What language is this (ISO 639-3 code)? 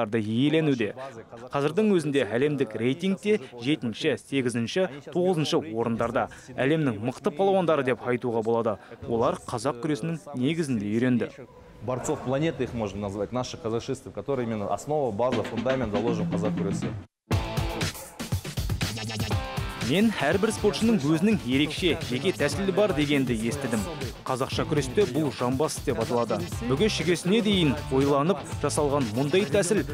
kaz